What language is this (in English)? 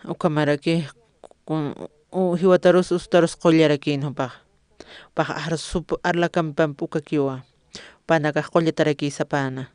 Aymara